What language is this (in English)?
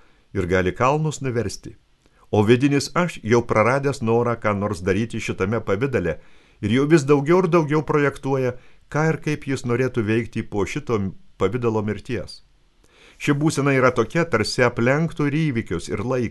Lithuanian